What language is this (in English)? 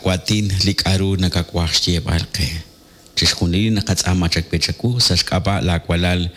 Kekchí